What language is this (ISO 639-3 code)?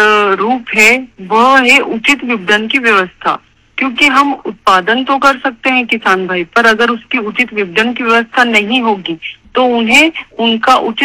hin